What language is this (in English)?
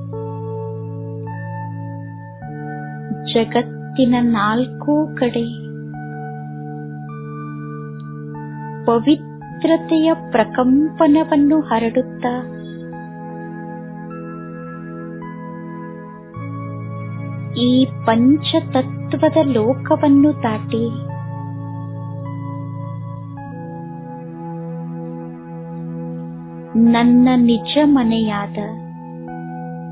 Kannada